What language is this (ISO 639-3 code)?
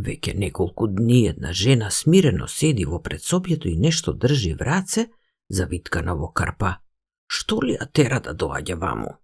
mkd